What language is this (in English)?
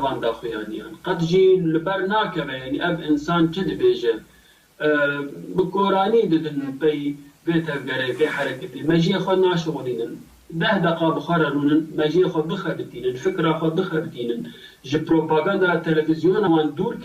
Kurdish